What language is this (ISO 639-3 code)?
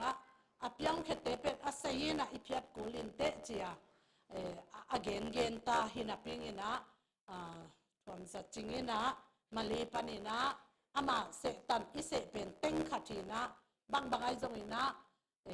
ctd